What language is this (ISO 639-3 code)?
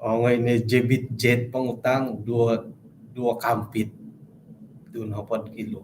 dtp